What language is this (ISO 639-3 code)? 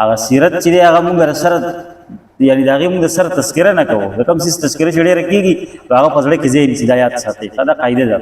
pus